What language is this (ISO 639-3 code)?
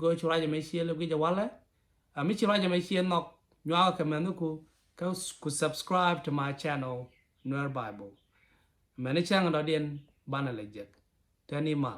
nus